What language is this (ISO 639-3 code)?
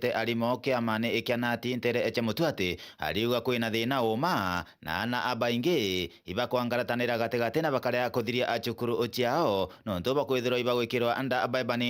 mer